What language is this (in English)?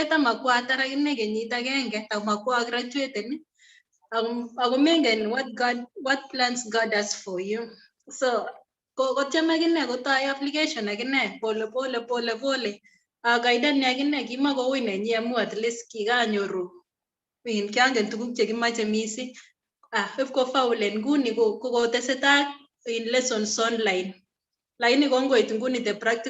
Kalenjin